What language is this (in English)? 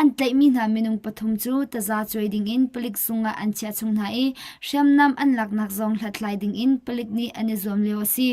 Hakha Chin